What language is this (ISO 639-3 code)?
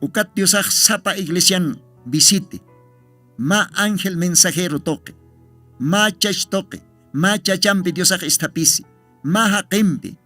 aym